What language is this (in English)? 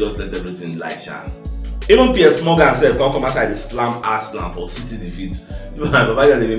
Nigerian Pidgin